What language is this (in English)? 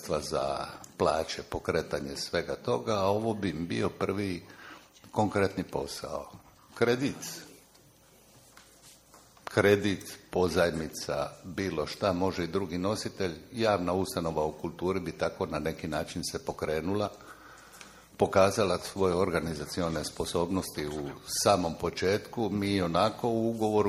Croatian